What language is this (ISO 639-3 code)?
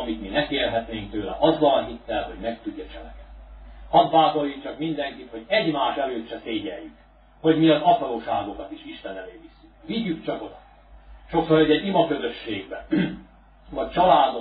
hun